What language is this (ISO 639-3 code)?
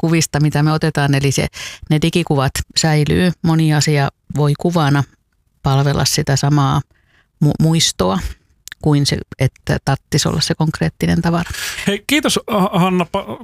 fin